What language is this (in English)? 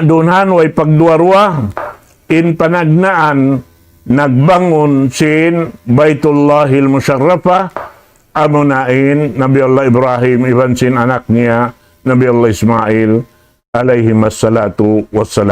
Tausug